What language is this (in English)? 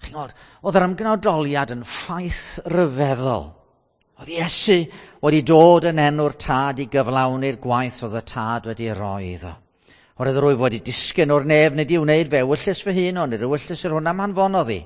Welsh